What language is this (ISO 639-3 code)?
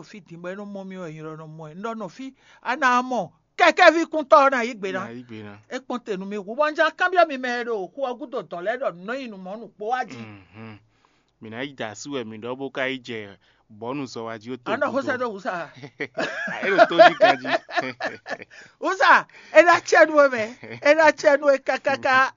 fon